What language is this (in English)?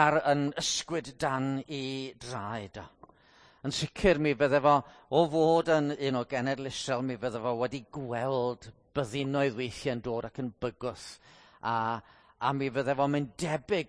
Welsh